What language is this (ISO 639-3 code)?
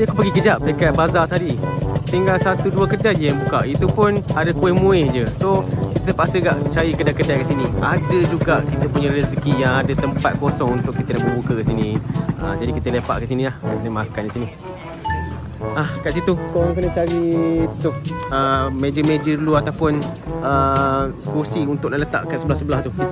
msa